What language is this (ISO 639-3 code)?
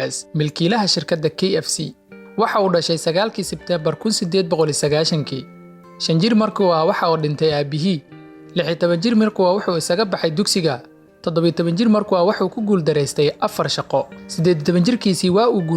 som